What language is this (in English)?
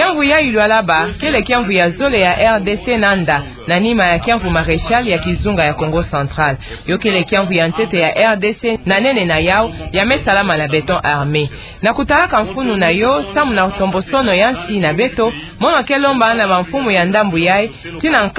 Kituba (Democratic Republic of Congo)